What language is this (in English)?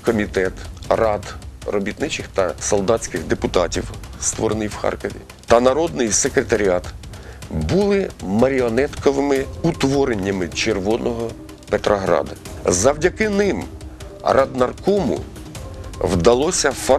Ukrainian